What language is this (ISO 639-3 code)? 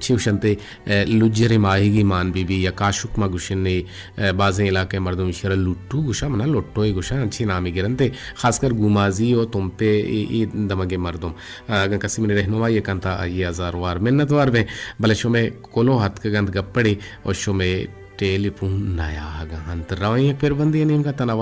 bgp